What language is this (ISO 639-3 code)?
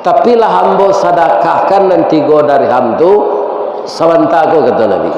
min